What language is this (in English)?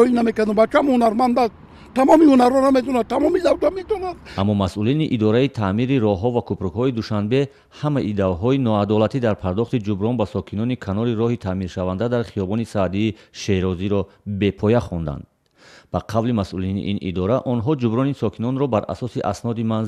Tajik